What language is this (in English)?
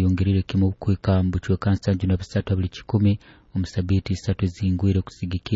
Nyoro